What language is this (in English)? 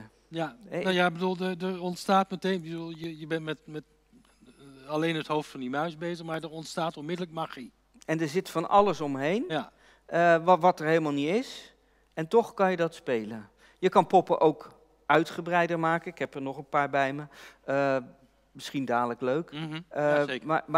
Dutch